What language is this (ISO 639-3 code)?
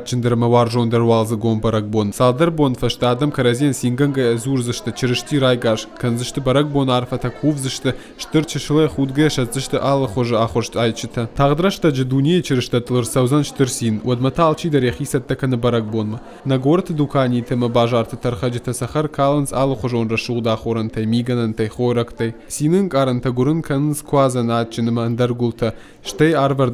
oss